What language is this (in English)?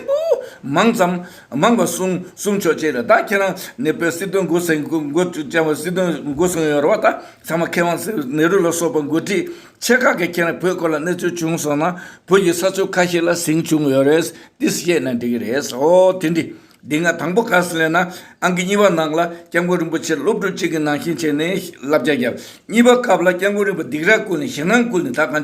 Tibetan